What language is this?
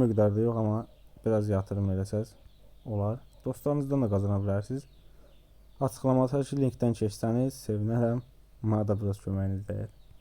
Azerbaijani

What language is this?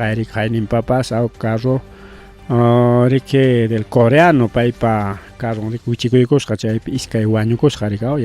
Ayacucho Quechua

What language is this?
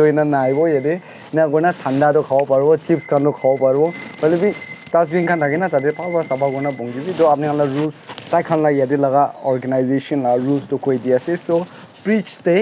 Naga Pidgin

